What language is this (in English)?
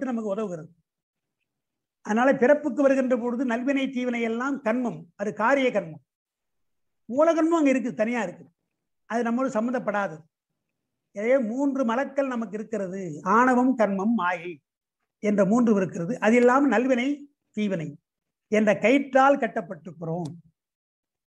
Tamil